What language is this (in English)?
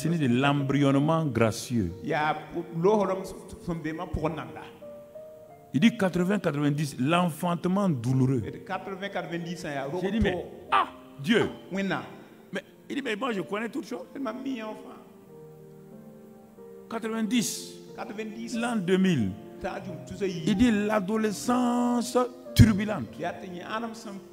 French